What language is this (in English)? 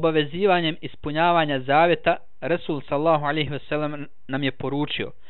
Bosnian